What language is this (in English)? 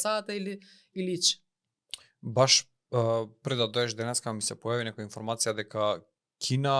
Macedonian